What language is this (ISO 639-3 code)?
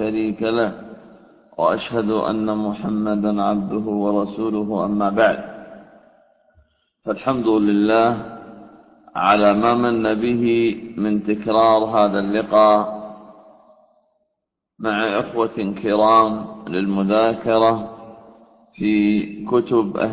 ara